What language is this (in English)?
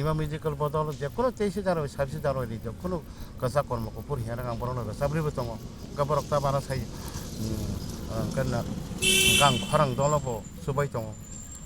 Kok Borok